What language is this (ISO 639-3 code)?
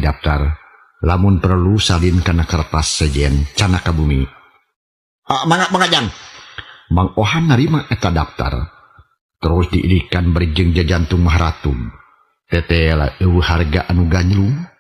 sun